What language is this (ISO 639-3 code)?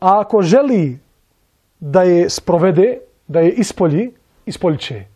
bos